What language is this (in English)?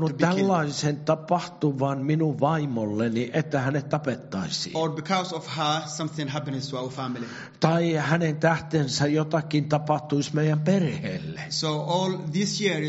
Finnish